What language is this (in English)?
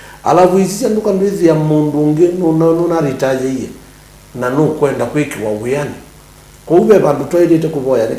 Kamba